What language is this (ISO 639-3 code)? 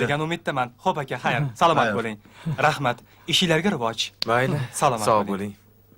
uzb